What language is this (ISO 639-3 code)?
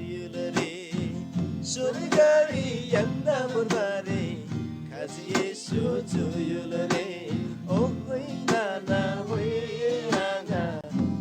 taj